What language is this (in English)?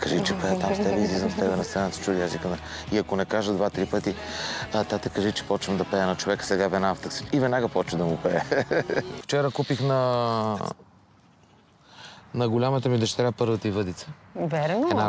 Bulgarian